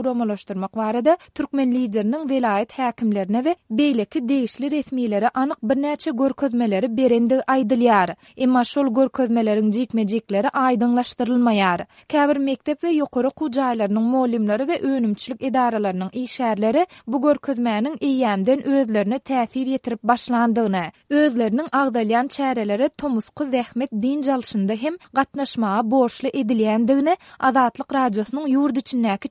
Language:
Turkmen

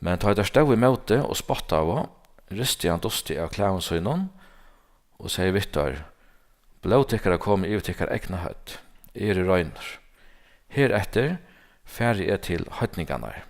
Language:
Faroese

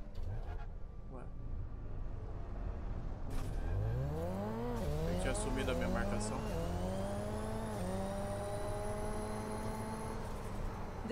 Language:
Portuguese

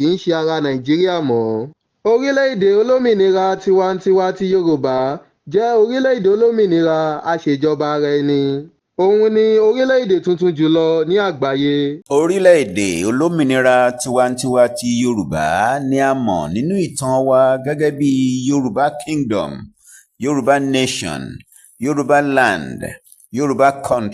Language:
Yoruba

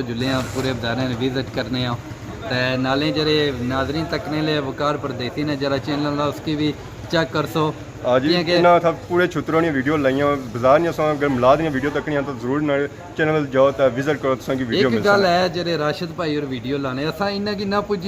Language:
Pahari-Potwari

